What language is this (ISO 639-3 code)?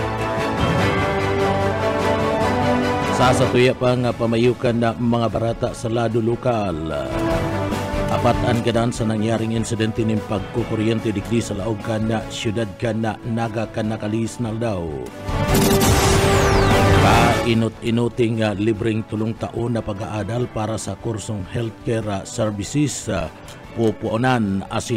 bik